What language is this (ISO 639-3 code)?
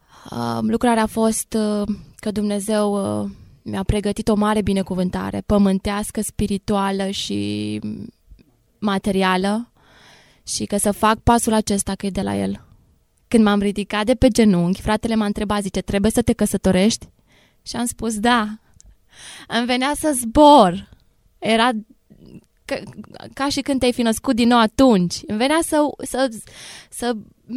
ron